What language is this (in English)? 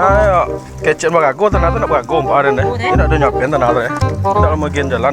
Minangkabau